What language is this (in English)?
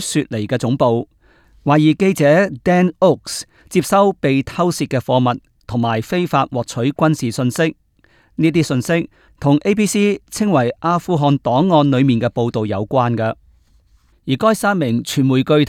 Cantonese